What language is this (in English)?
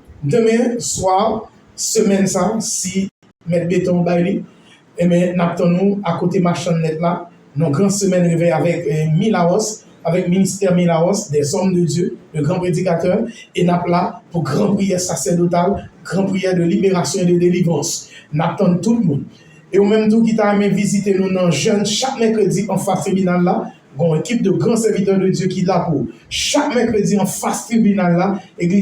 Haitian Creole